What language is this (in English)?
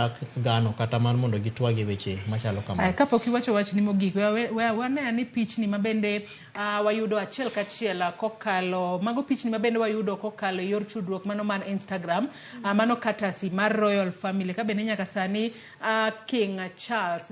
Luo (Kenya and Tanzania)